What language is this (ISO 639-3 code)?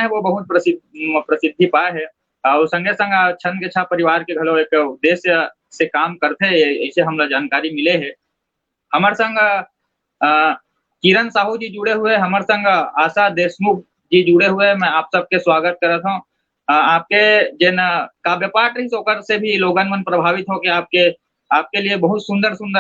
hne